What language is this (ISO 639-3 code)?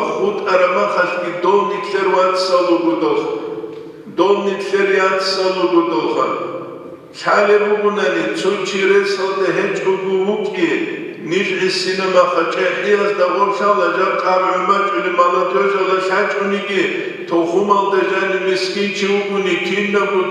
ava